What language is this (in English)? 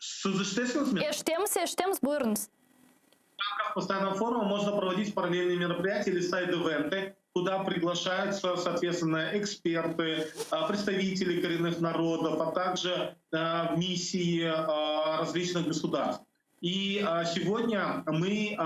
Crimean Tatar